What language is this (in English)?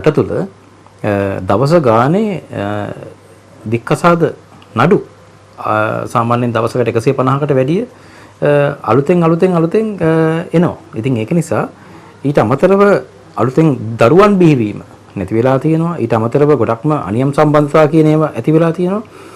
Sinhala